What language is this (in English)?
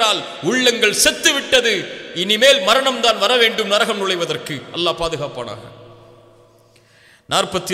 Tamil